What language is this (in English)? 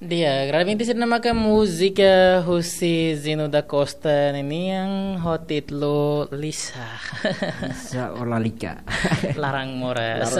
Tetum